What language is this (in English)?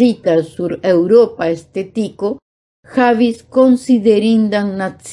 Esperanto